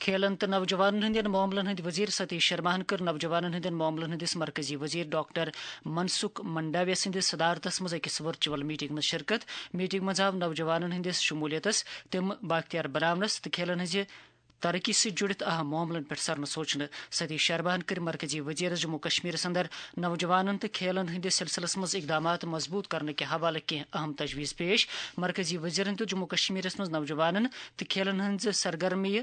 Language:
Kashmiri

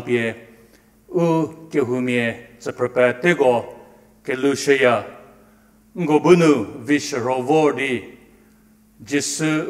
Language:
Angami Naga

